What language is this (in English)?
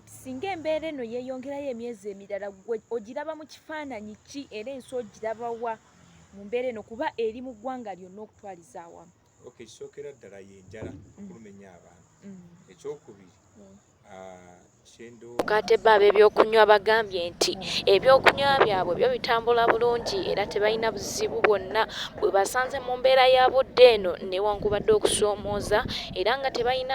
Ganda